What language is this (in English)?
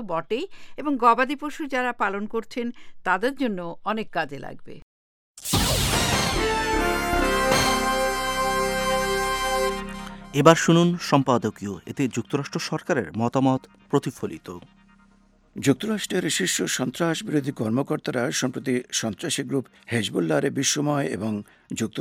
Bangla